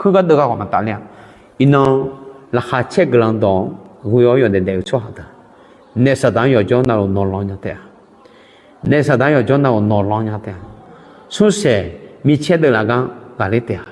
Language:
Akha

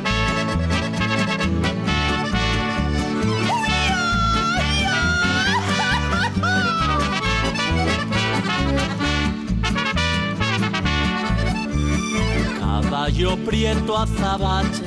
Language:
Basque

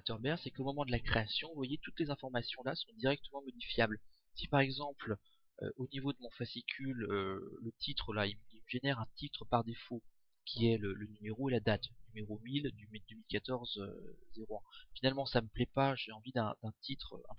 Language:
French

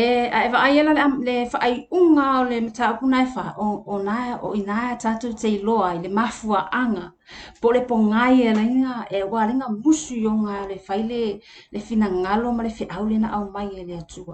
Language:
Samoan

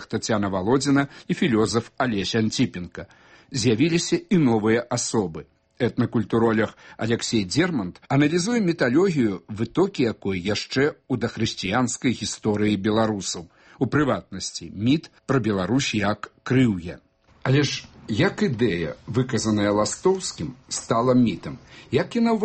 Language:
Belarusian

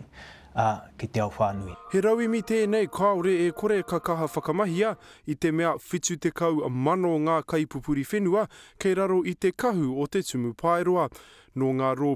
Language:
Māori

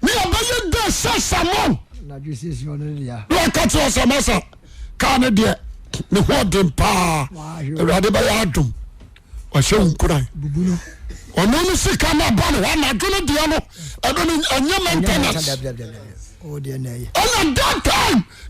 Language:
Akan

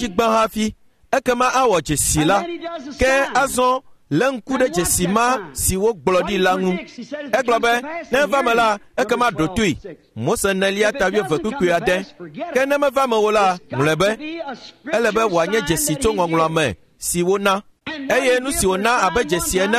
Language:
Ewe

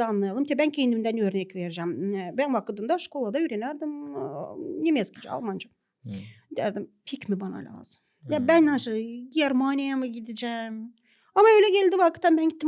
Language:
Gagauz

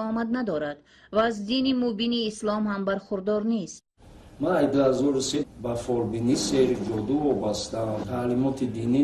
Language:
Tajik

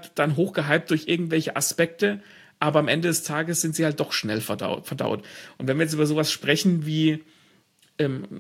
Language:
German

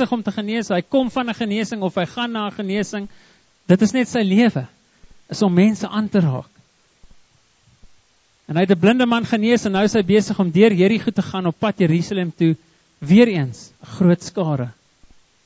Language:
Afrikaans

